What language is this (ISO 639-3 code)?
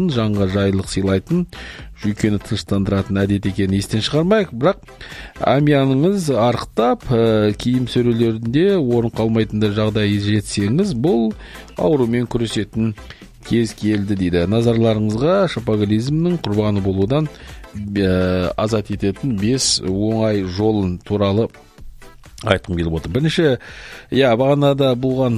kaz